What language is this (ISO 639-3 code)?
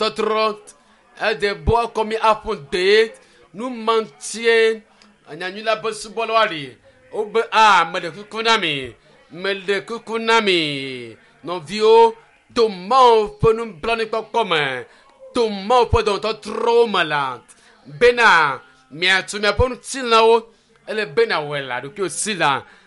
ewe